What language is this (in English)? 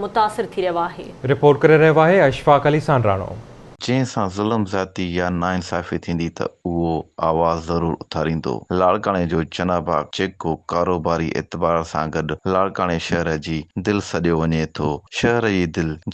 Sindhi